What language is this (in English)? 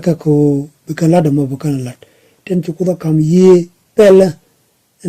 Nuer